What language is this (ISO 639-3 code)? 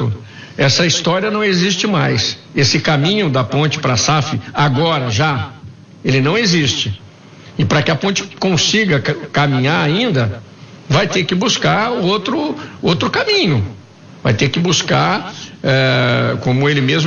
por